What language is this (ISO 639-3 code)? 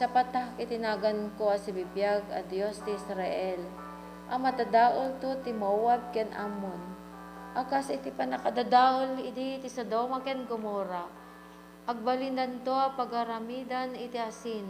ilo